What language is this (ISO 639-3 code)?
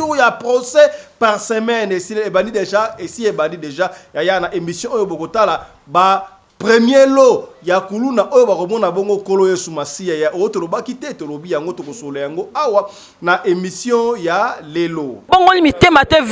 lin